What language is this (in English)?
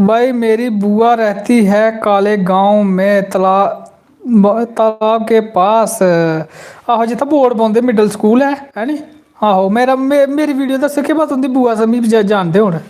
Dogri